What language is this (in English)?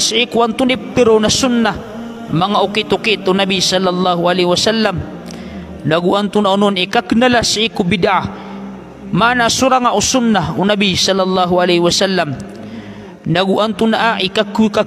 Maranao